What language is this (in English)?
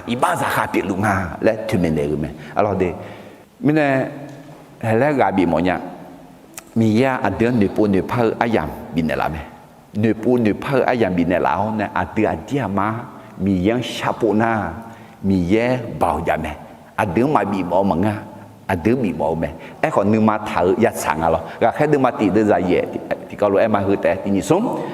Akha